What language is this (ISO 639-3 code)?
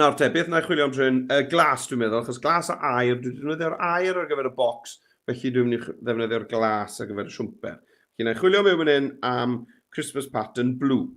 cym